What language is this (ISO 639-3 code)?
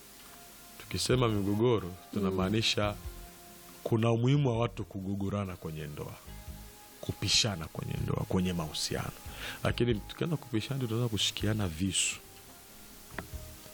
swa